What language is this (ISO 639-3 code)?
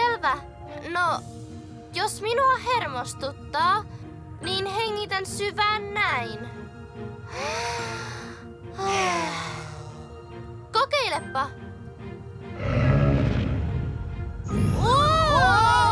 fin